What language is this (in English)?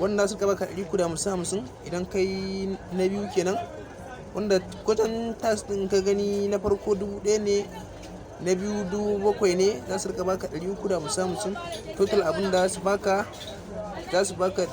Hausa